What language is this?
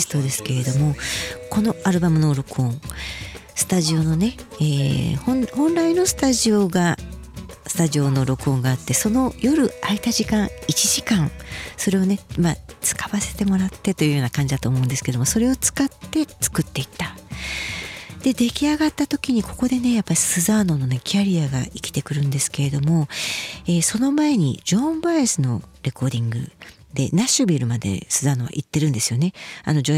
Japanese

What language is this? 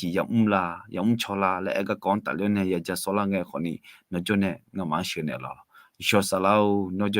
Akha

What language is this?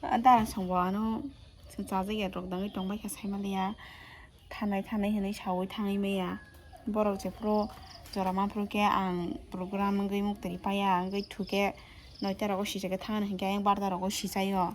Kok Borok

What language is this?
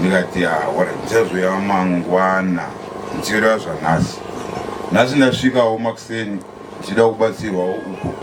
Shona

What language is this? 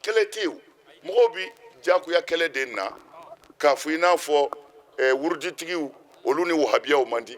Bambara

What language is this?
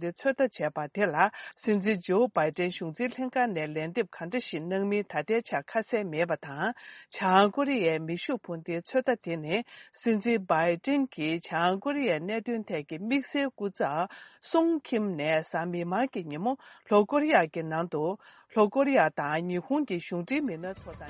Tibetan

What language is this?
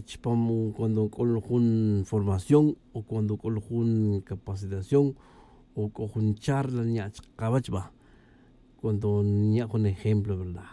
Tz'utujil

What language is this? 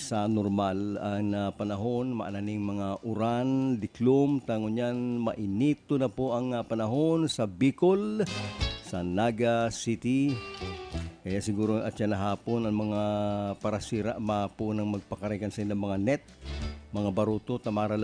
Bikol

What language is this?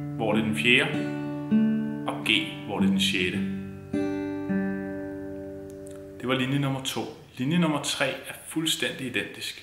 Danish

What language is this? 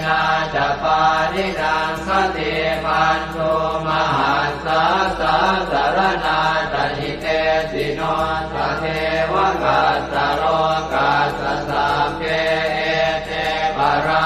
Pali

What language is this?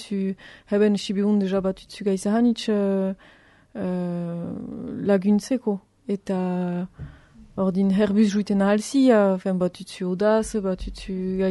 Basque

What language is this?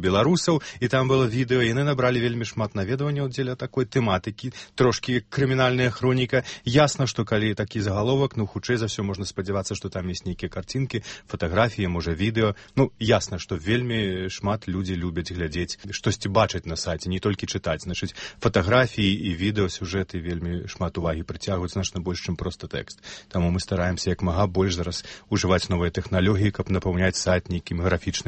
Belarusian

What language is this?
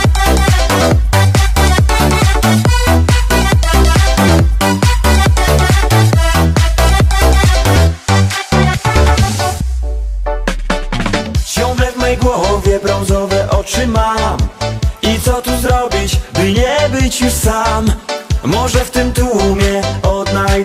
Polish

